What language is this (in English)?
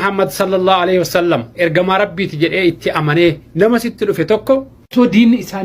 Oromo